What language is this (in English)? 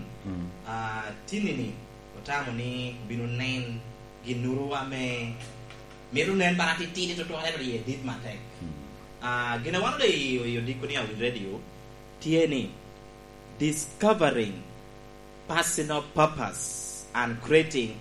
Lango (Uganda)